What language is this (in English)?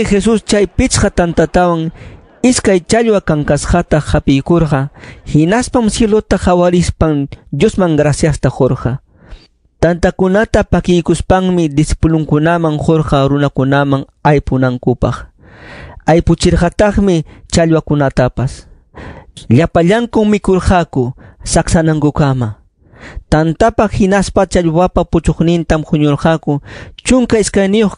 Ayacucho Quechua